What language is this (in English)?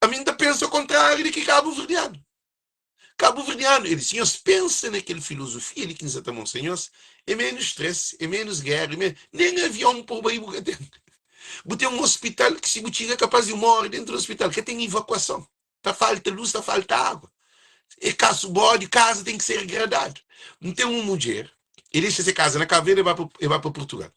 Kabuverdianu